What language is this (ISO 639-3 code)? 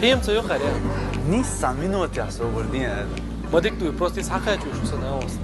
che